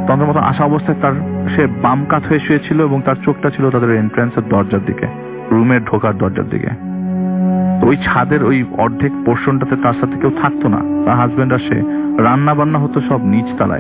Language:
Bangla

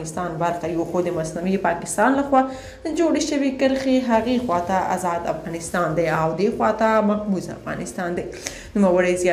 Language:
Pashto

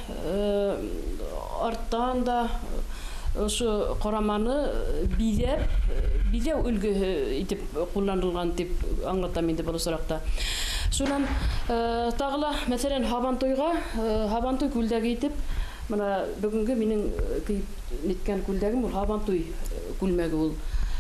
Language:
Bashkir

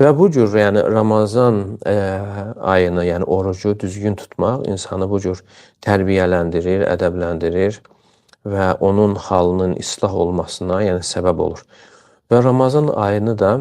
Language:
Azerbaijani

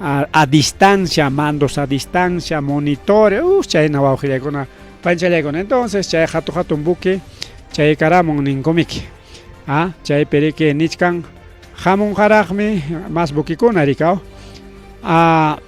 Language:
Ayacucho Quechua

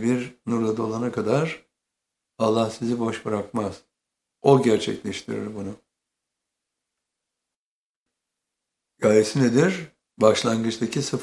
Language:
Turkish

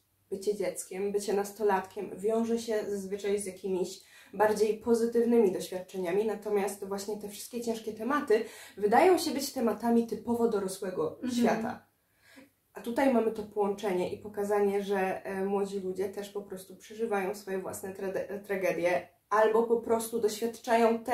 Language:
Polish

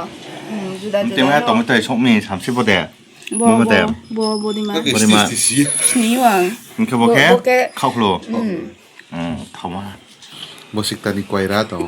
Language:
Riang (India)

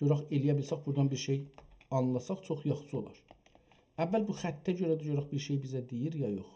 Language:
South Azerbaijani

